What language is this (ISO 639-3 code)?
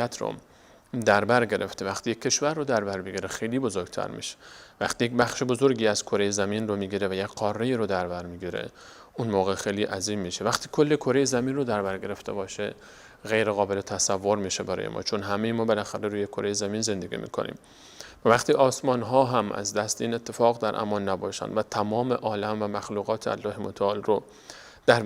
fas